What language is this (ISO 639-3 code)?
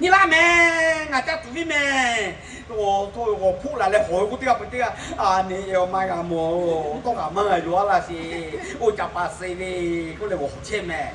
lhu